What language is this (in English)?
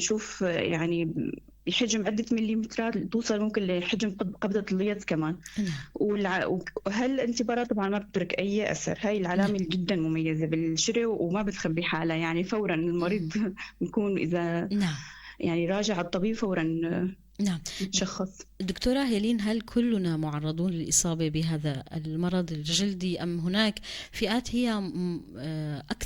North Levantine Arabic